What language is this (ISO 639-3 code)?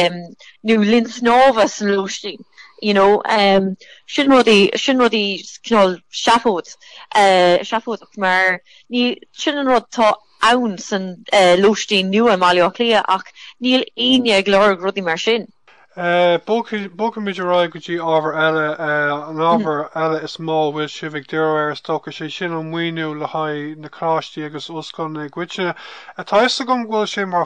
gle